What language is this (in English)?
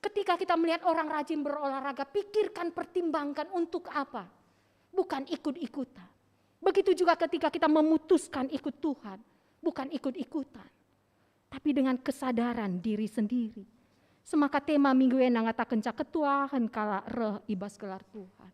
Batak Karo